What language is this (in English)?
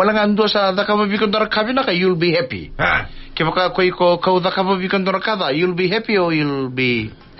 Fijian